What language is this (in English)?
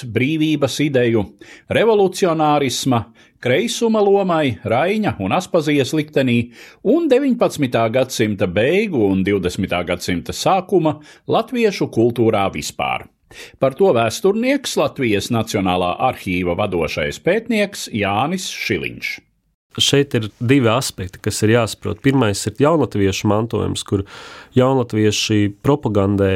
Latvian